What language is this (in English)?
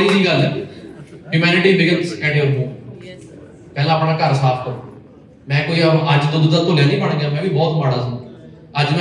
Punjabi